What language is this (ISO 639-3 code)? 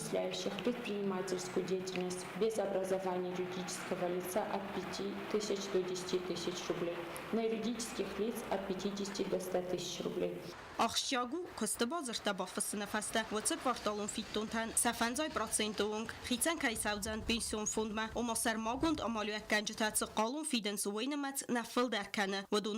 oss